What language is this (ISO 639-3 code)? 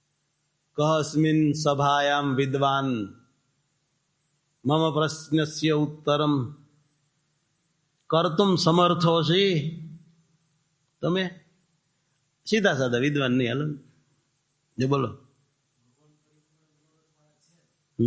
guj